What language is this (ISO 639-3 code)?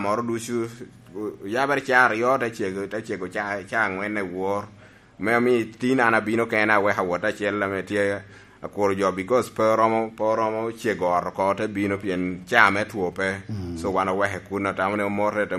laj